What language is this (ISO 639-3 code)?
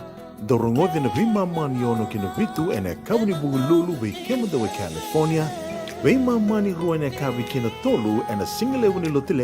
fij